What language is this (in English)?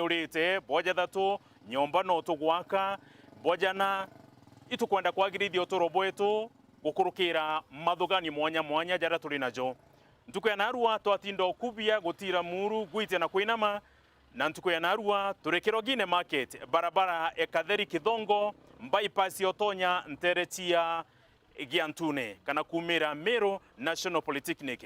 Meru